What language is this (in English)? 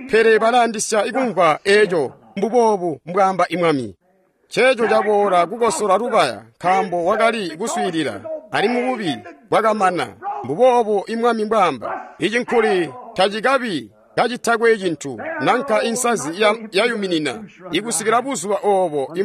Tonga (Zambia)